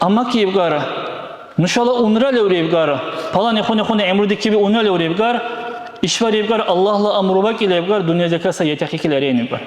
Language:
Dargwa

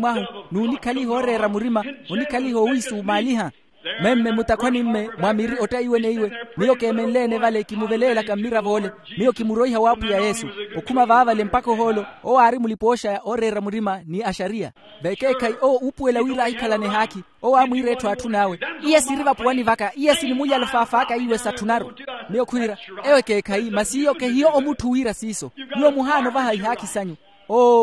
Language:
Makhuwa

